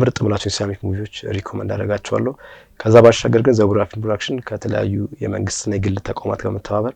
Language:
Amharic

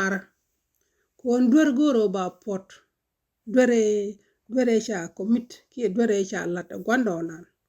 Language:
Nuer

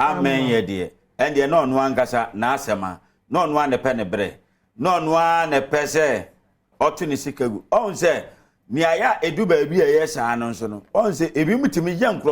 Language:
Akan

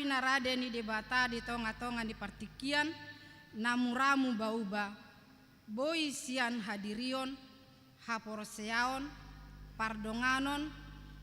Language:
Batak Toba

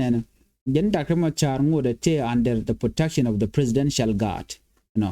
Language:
Nuer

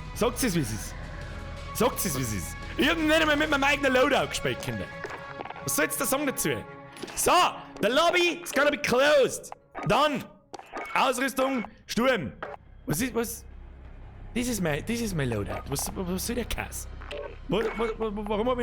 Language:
Bavarian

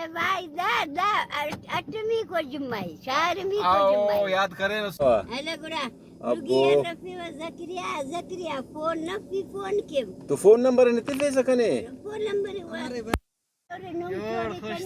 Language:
Brahui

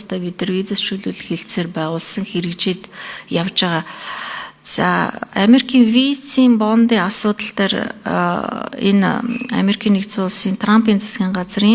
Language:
Mongolian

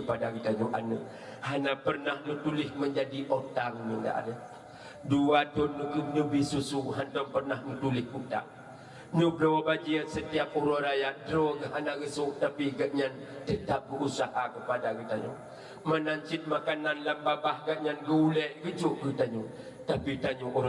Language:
Achinese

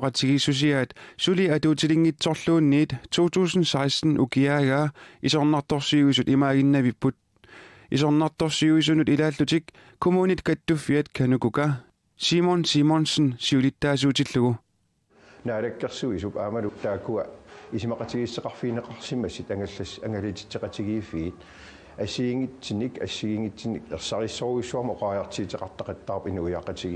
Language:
Kalaallisut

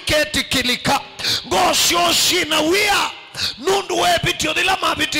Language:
Kamba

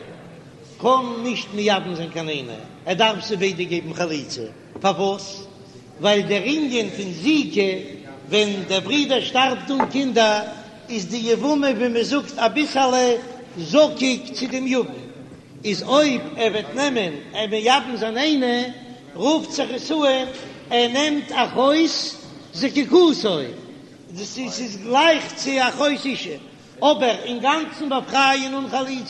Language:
Yiddish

